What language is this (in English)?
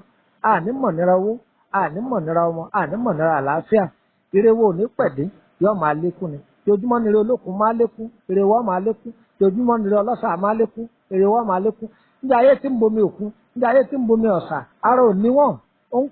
Yoruba